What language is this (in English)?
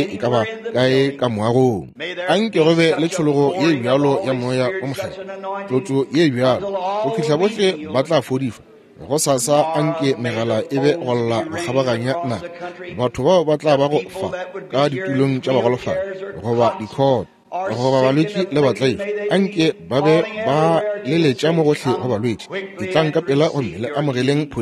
Northern Sotho